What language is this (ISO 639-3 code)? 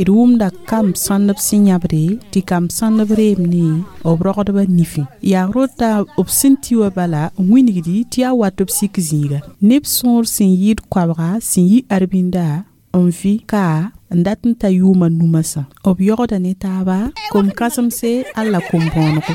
mos